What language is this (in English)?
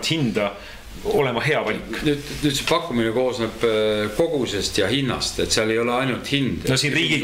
Estonian